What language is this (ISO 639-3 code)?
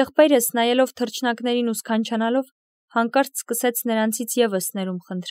hye